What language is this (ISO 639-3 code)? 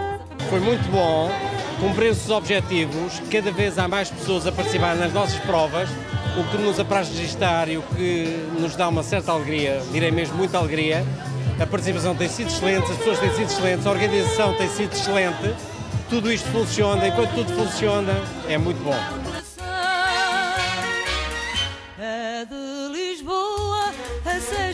por